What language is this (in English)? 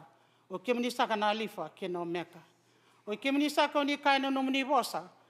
Fijian